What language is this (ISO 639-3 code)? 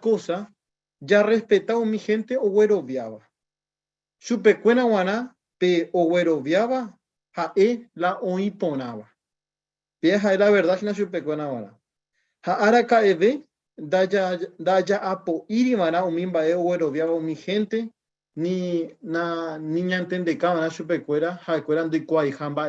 grn